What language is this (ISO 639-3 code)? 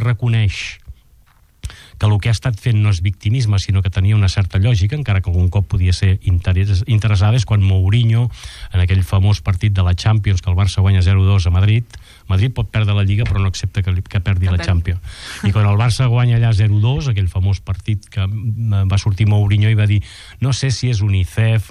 cat